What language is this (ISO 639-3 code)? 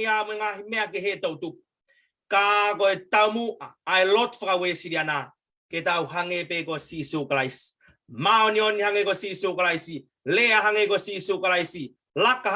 ton